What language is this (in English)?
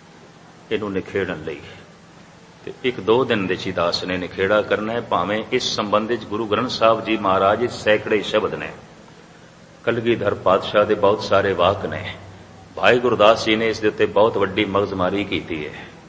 Punjabi